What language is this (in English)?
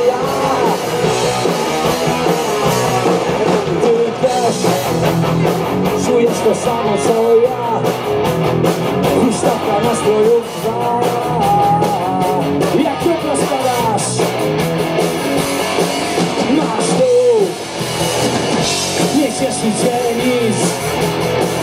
Polish